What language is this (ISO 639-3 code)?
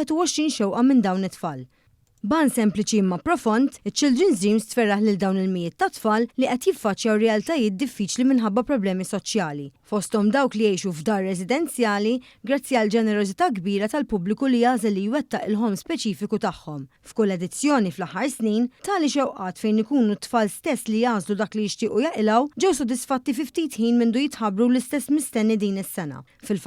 mlt